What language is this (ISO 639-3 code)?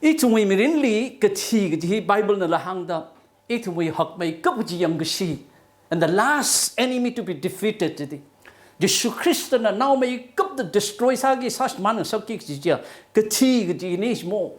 nmf